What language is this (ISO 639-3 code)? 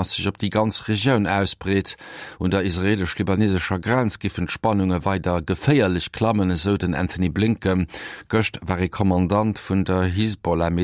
ltz